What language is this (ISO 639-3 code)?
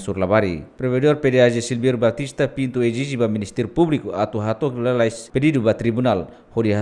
tet